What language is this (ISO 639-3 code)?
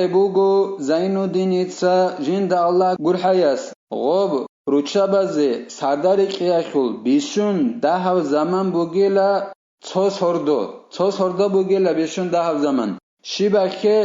ava